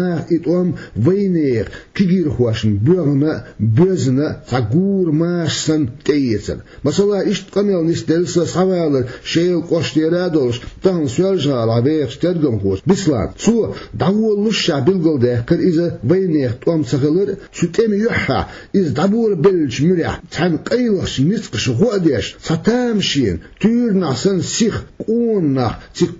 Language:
Chechen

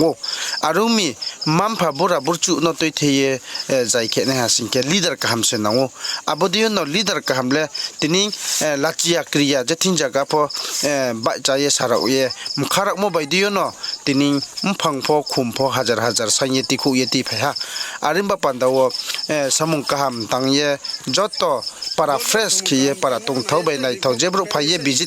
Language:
Riang (India)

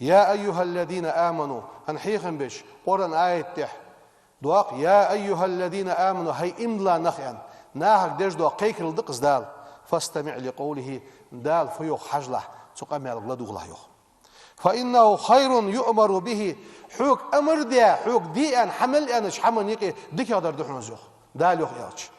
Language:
Ingush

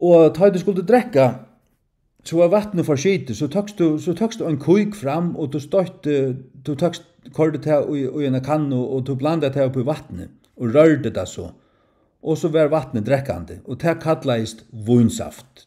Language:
Faroese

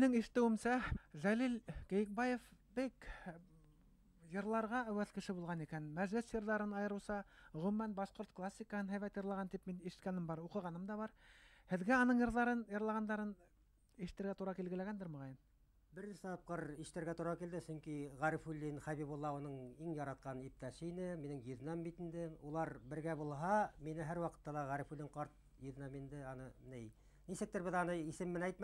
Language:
Bashkir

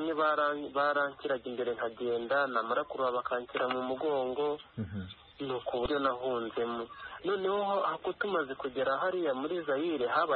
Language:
Kinyarwanda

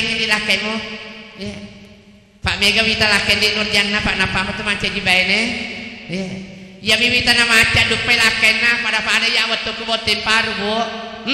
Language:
Buginese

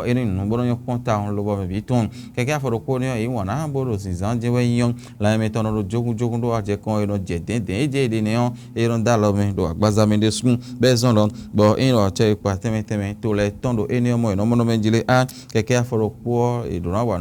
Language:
Fon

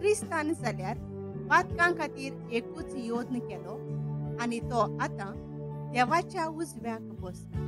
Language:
Konkani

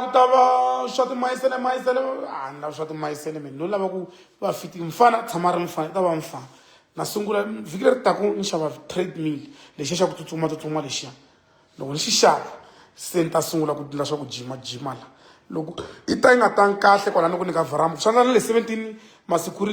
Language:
Tsonga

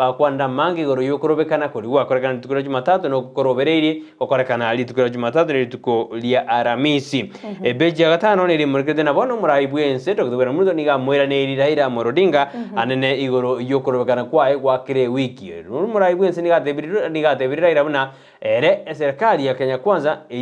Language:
Gusii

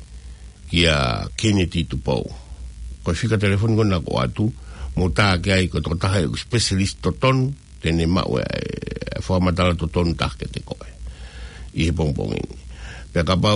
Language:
Tongan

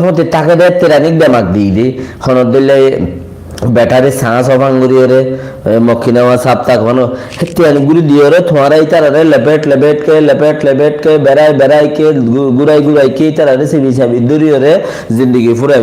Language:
Rohingya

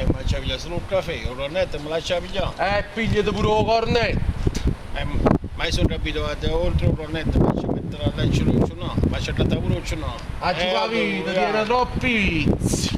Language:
Neapolitan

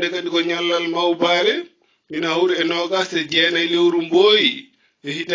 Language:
Fula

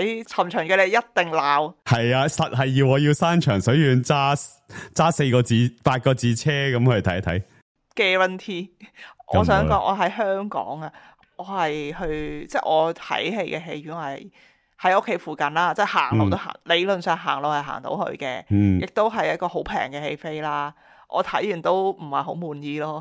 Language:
Cantonese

